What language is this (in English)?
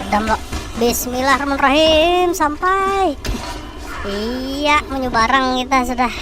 Banjar